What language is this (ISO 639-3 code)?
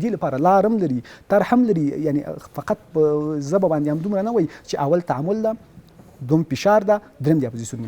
pus